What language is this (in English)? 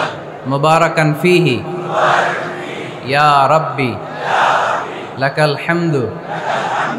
Bangla